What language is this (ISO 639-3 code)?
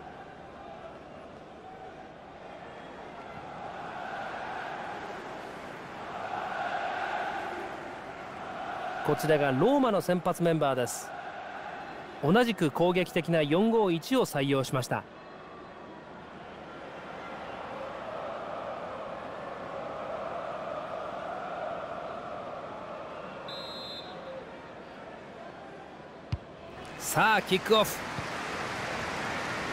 jpn